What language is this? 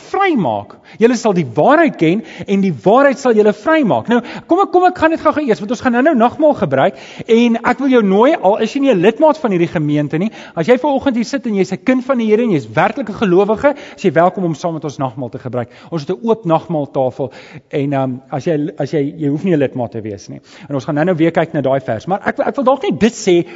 Afrikaans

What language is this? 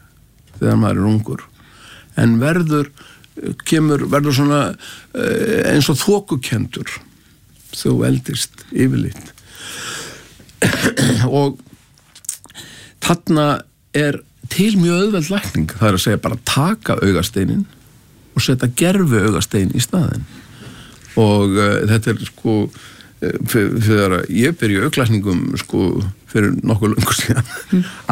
Icelandic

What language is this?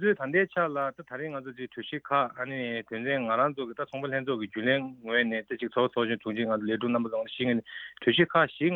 Tibetan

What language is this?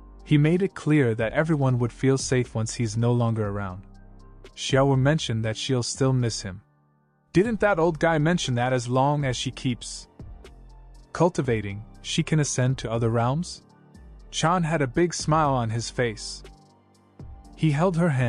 English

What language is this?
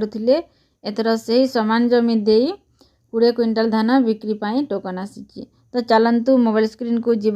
Odia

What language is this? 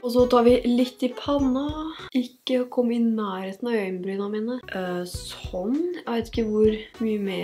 Norwegian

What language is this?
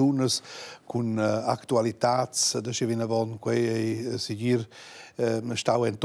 Romansh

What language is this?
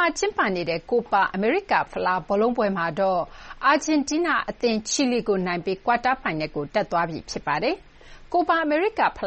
Burmese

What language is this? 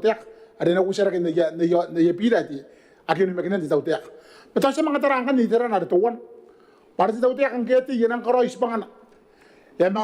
Gilbertese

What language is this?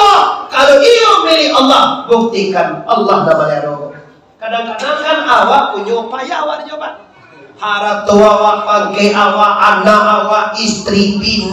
Minangkabau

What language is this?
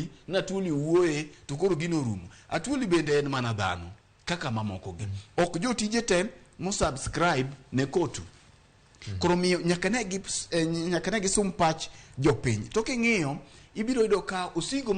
Luo (Kenya and Tanzania)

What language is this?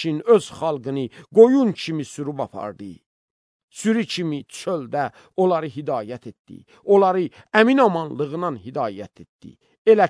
Azerbaijani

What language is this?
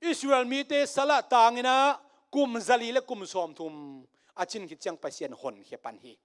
Tedim Chin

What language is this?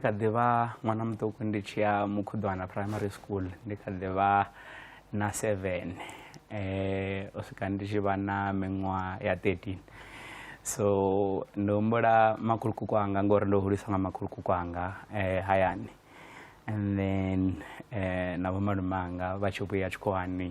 Venda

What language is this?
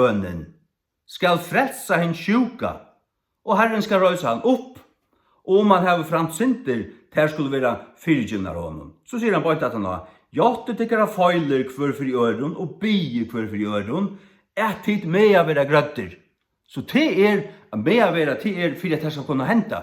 Faroese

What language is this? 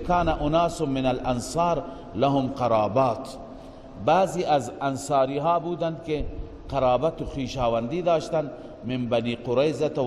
Persian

